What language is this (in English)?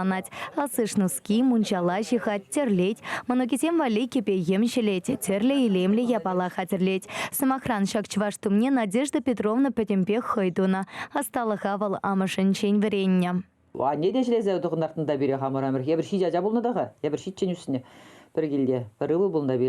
Chuvash